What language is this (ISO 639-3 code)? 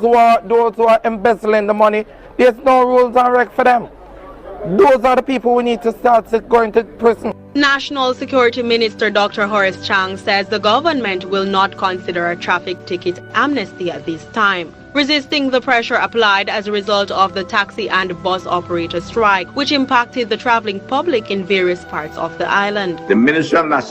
jam